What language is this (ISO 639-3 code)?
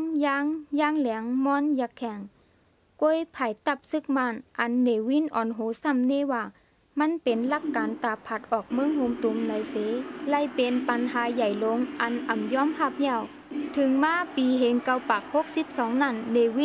shn